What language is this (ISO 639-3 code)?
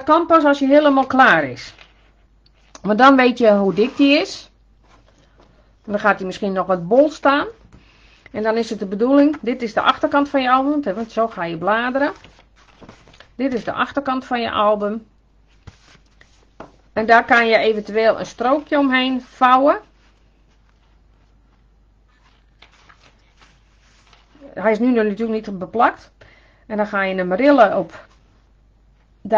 nld